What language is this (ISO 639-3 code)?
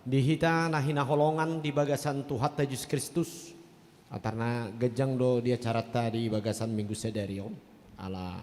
bbc